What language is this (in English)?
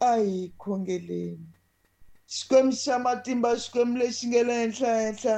Tsonga